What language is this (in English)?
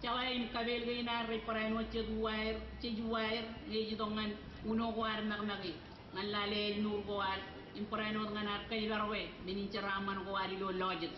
Marshallese